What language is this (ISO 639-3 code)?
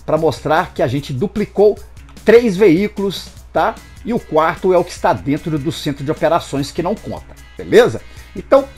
por